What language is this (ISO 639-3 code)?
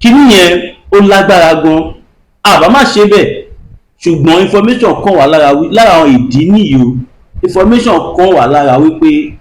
yor